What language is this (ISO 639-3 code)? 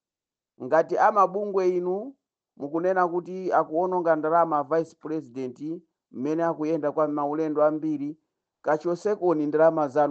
nya